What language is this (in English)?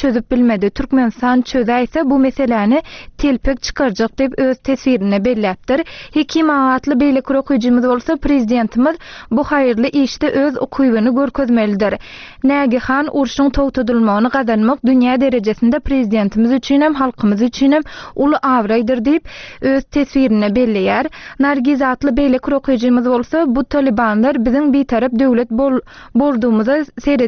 Turkmen